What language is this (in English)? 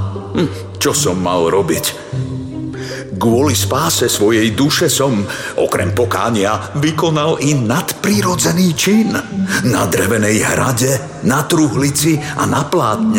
Slovak